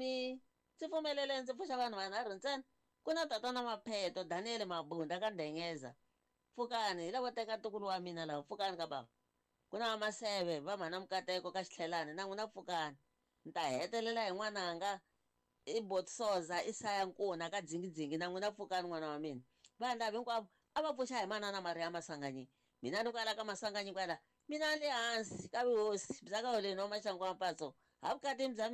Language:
Tsonga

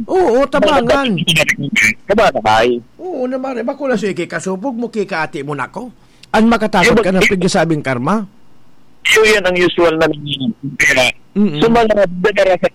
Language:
Bikol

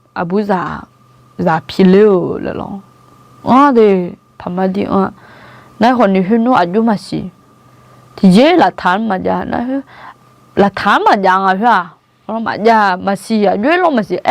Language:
Akha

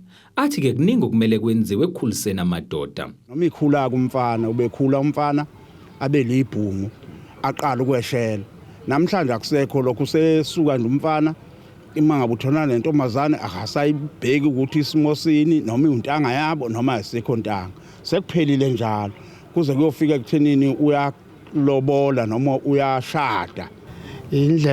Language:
Zulu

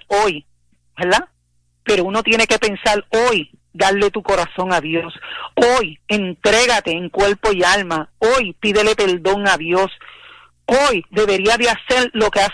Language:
Spanish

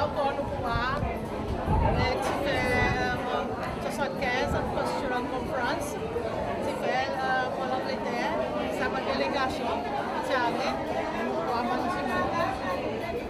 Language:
Seselwa Creole French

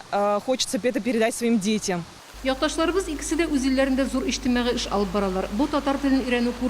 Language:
Tatar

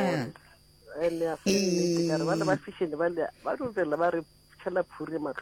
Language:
Northern Sotho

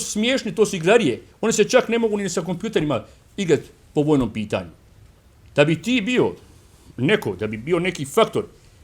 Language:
Bosnian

